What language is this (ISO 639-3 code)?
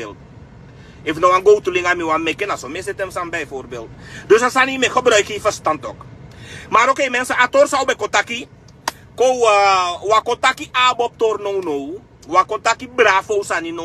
srn